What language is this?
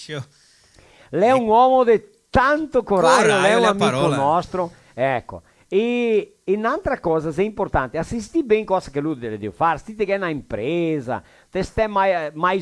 Venetian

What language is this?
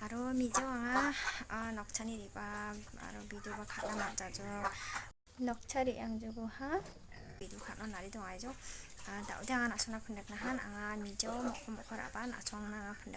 Kok Borok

